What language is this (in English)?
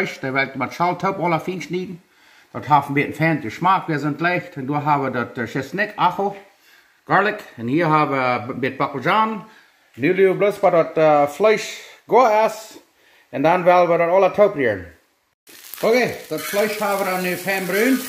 Plautdietsch